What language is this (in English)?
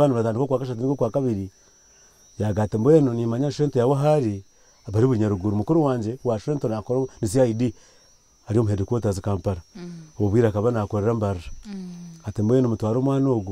Nyankole